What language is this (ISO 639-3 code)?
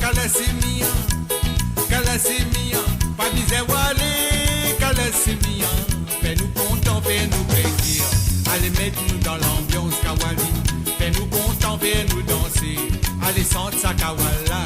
mfe